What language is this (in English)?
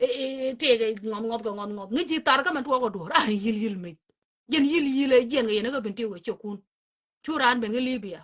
Nuer